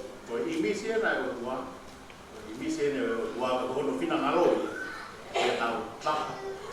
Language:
Tongan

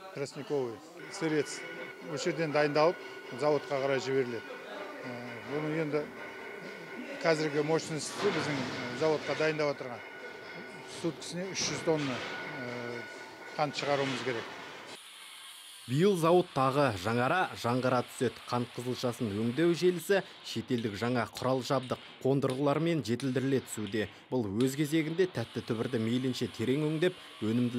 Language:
Kazakh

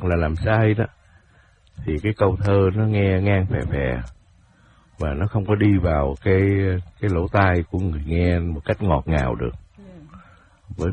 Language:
Vietnamese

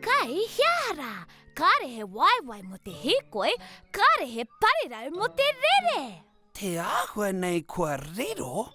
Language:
Māori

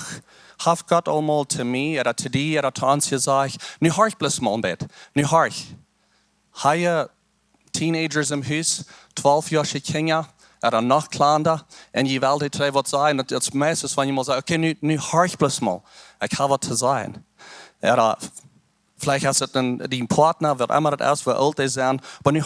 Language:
Plautdietsch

